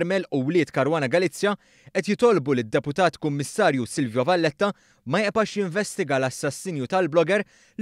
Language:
Maltese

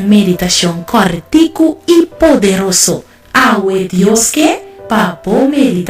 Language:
Papiamento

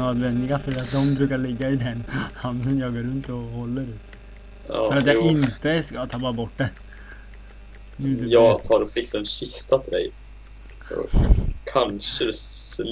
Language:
Swedish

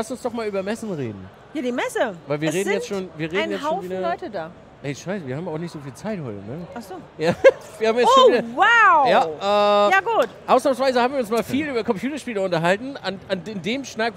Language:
German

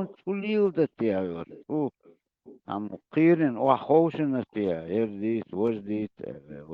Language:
Chechen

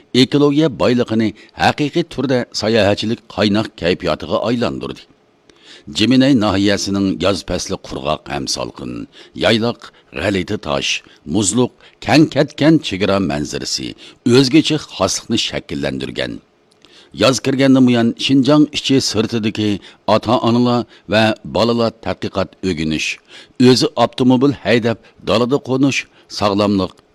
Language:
Uyghur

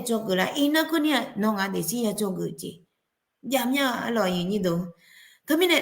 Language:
Akha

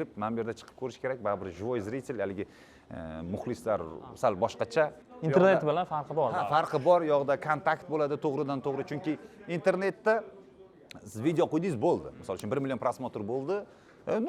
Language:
Uzbek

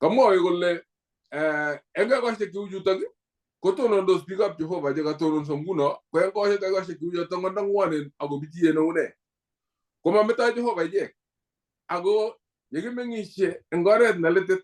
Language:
Kalenjin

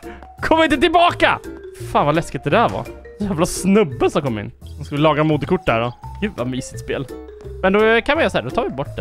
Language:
Swedish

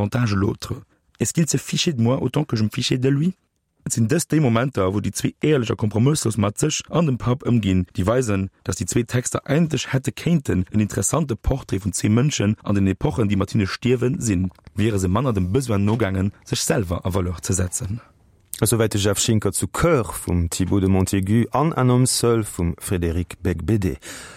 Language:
Luxembourgish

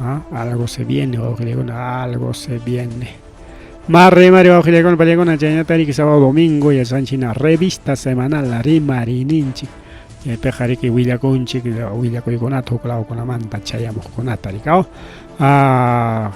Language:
Ayacucho Quechua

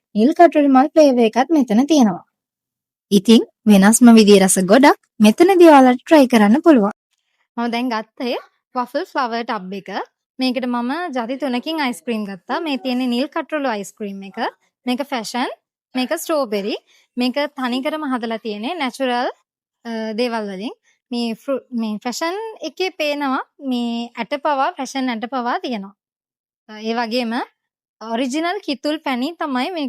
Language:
Sinhala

